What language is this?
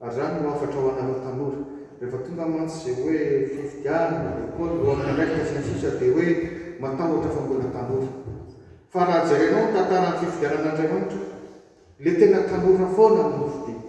Malagasy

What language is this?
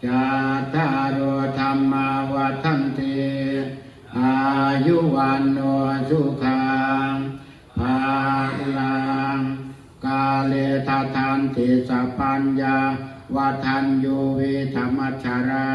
Pali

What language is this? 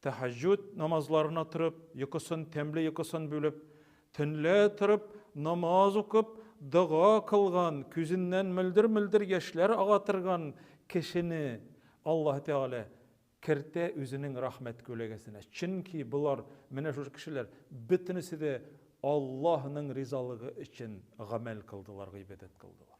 Tatar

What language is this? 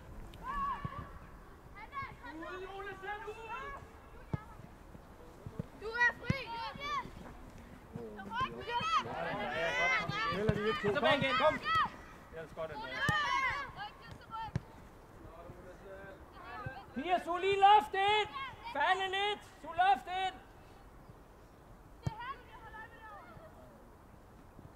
Danish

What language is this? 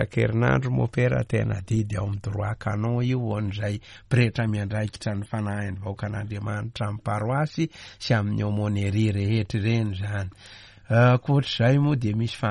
Malagasy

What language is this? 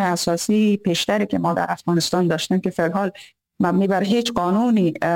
Persian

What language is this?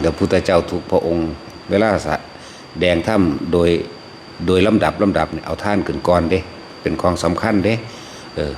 Northeastern Thai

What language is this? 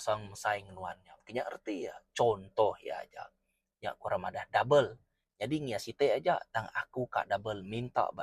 Iban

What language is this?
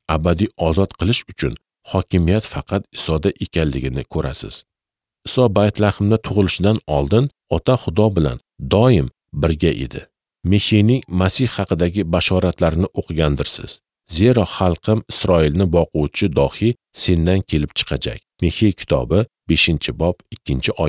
Uzbek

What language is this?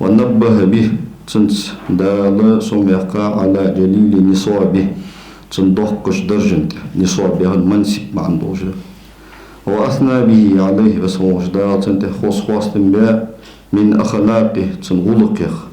Ingush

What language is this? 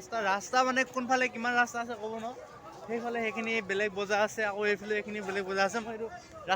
Assamese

